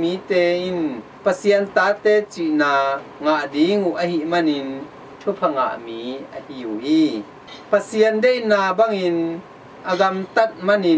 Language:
Tedim Chin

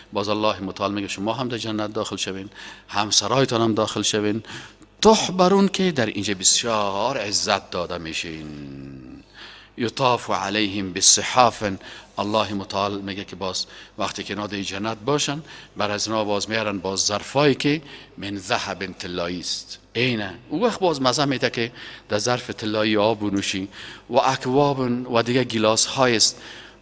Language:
Persian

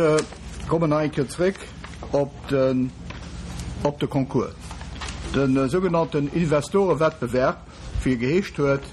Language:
Luxembourgish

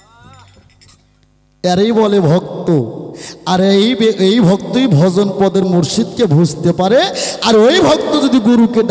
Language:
Bangla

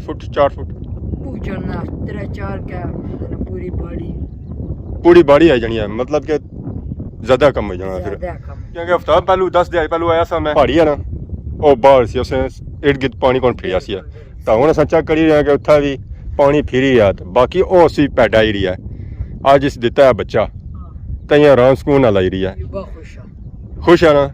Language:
Pahari-Potwari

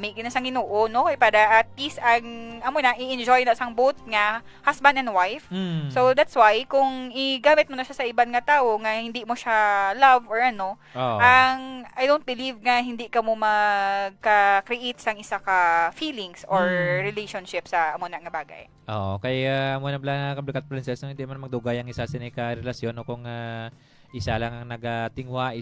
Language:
Hiligaynon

